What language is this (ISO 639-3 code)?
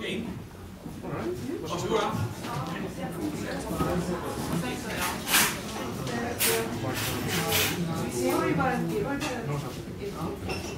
swe